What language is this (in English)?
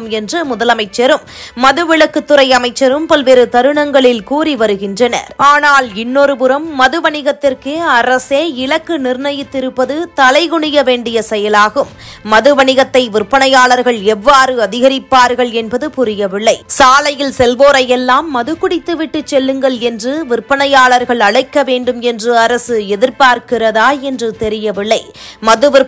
Tamil